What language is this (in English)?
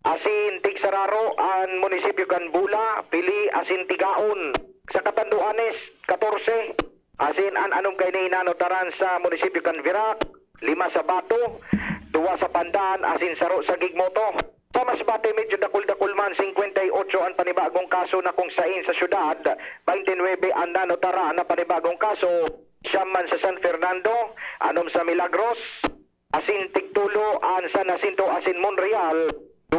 Bikol